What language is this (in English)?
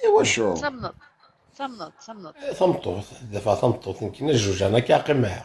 Kabyle